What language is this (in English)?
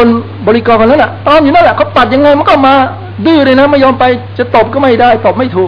Thai